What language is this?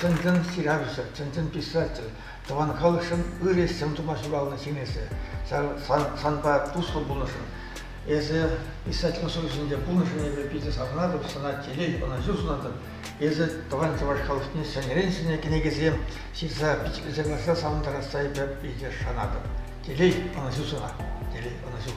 Chuvash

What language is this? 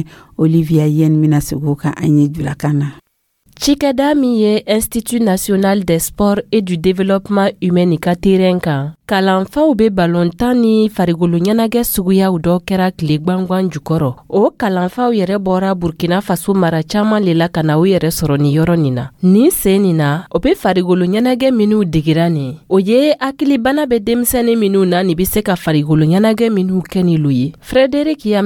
Dyula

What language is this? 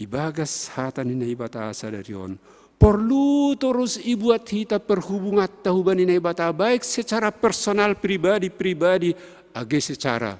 Batak Simalungun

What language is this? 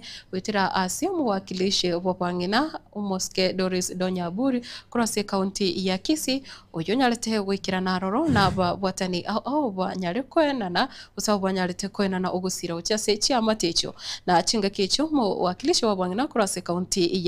Gusii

